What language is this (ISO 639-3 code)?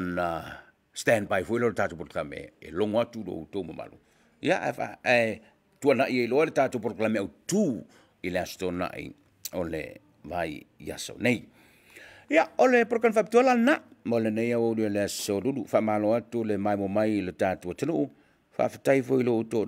smo